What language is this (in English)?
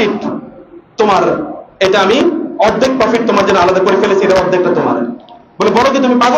Bangla